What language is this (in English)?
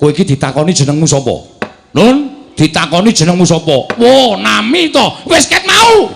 Javanese